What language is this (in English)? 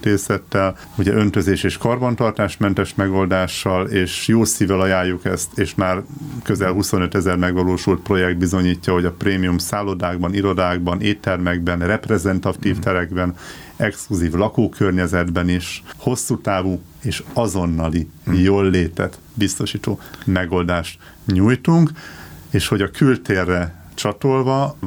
Hungarian